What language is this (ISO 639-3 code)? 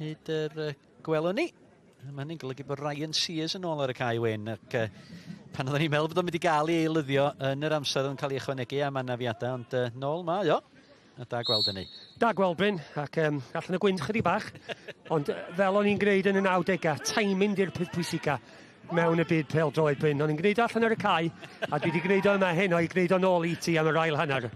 cym